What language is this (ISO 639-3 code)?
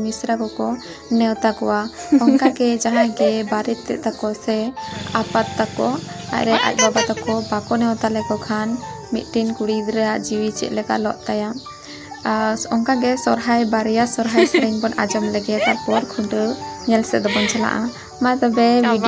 sat